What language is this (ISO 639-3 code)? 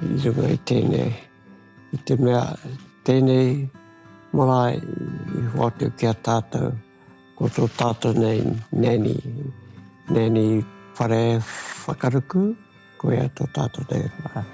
mri